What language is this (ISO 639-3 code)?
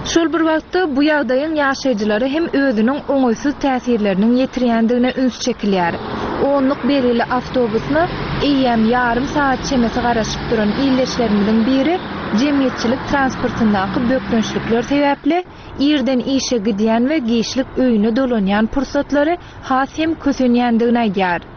tuk